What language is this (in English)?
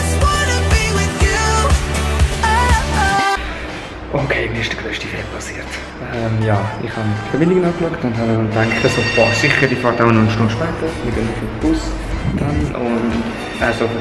Swiss German